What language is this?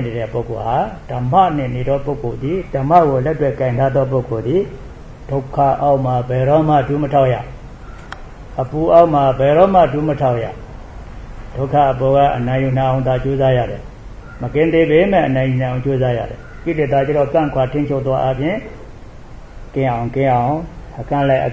Burmese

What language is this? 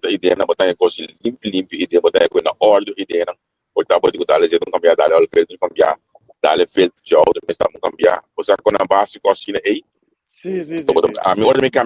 Papiamento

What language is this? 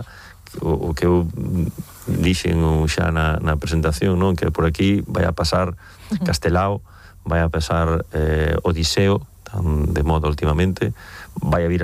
Galician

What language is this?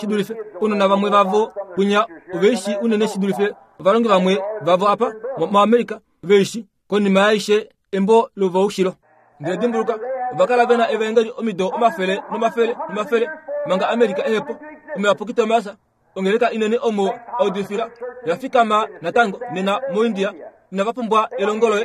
Kuanyama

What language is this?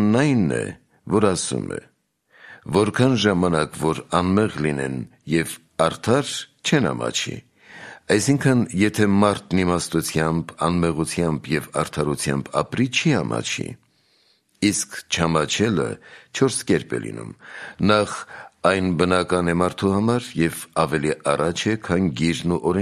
Armenian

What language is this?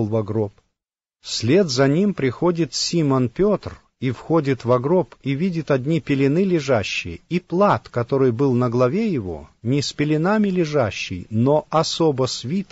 Russian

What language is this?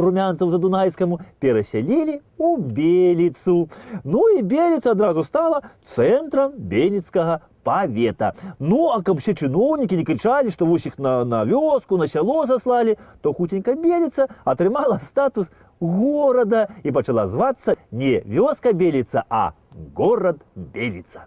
Belarusian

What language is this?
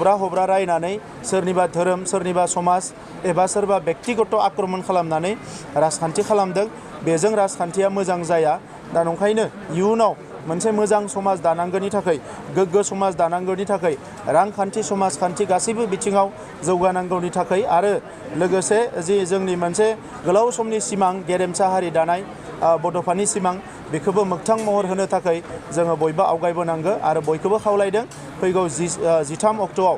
Bodo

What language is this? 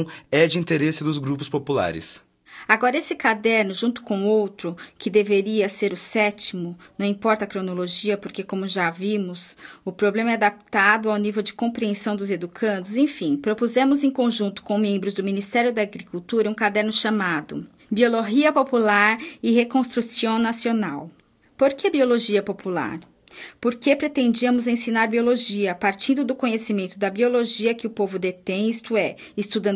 Portuguese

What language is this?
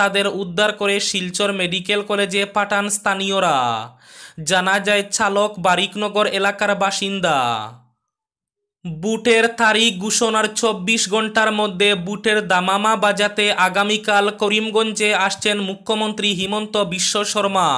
Bangla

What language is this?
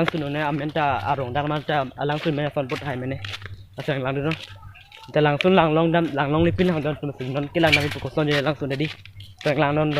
Karbi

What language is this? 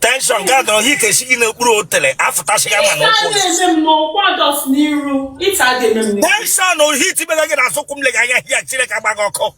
Igbo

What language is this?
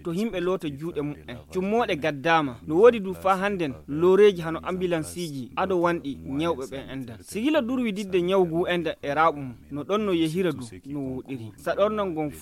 Fula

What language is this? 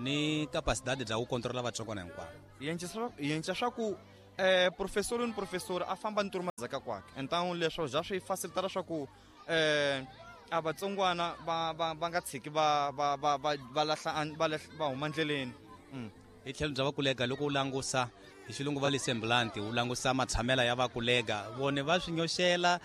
Tsonga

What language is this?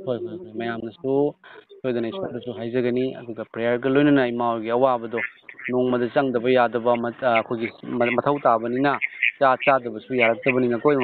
Manipuri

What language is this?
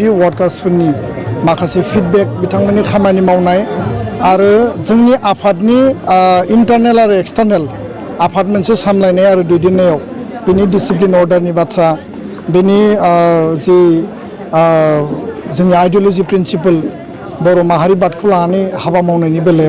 Bodo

